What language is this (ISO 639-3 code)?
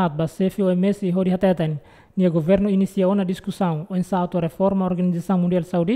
tet